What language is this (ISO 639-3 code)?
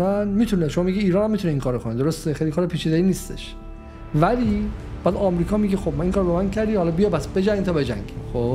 fas